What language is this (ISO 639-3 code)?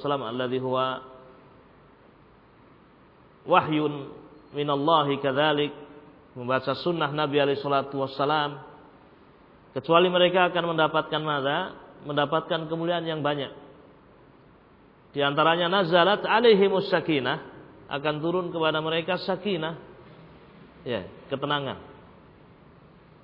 ind